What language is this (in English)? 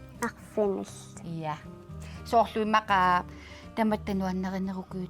Kalaallisut